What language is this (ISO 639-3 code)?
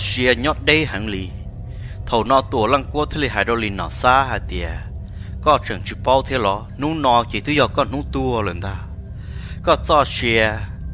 hmn